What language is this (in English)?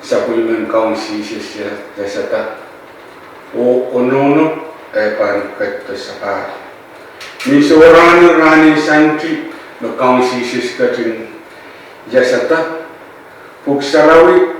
Pohnpeian